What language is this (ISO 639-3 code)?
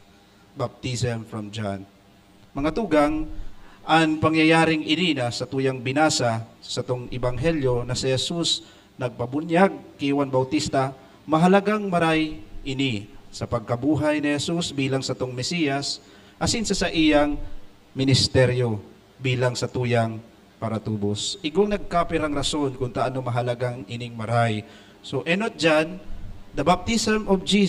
bik